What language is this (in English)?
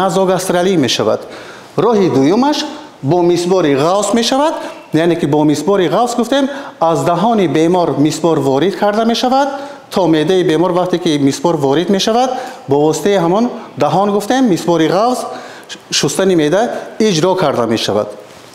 Tajik